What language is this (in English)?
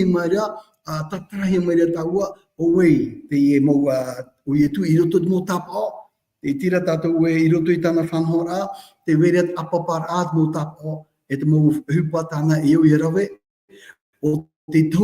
Tahitian